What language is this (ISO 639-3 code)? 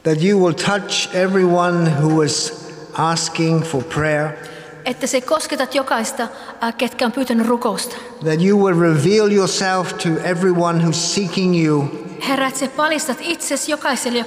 fin